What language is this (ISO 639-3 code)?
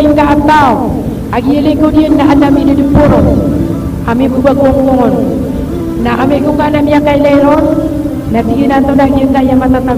mrw